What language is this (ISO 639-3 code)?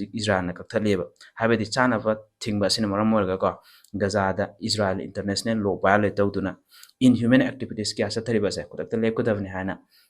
mni